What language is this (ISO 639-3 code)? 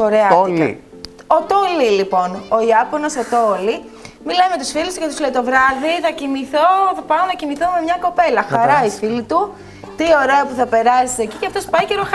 ell